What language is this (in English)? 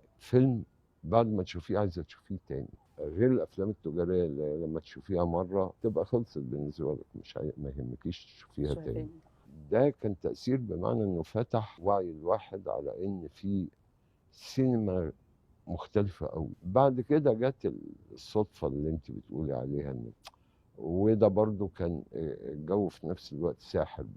Egyptian Arabic